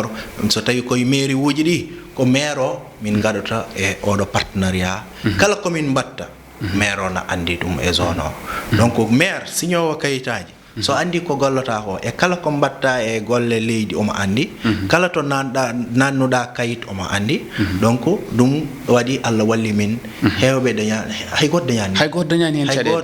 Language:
Fula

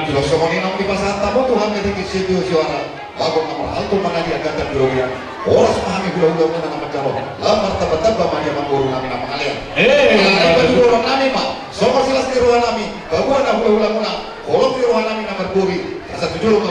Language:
Batak Toba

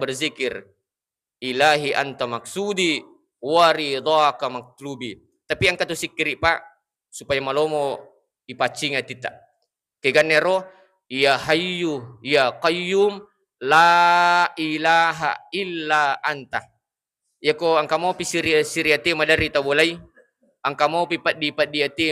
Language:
Buginese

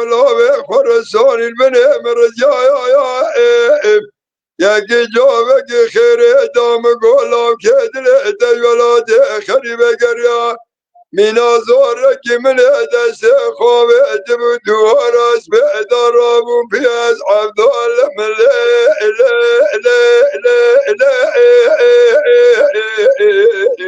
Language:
Kurdish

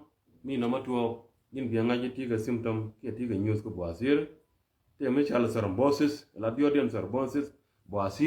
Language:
Nuer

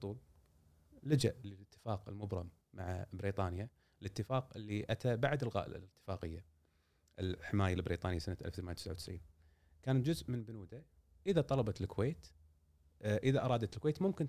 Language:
Gulf Arabic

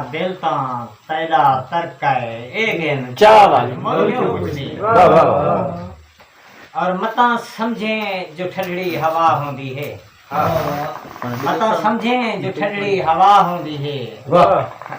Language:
Saraiki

